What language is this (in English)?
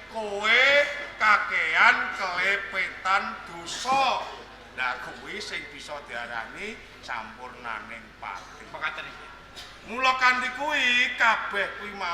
Javanese